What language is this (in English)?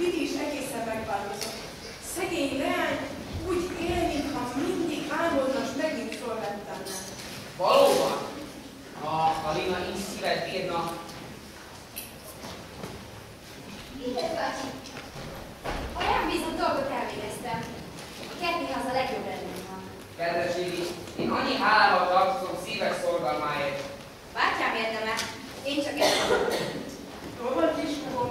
Hungarian